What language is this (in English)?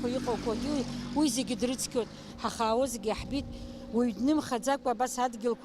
Abkhazian